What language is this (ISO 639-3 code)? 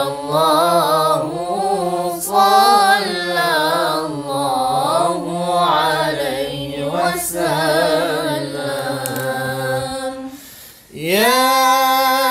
msa